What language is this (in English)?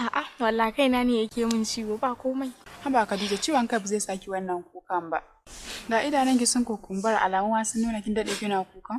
Hausa